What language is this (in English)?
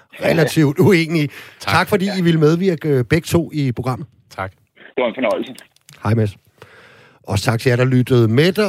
Danish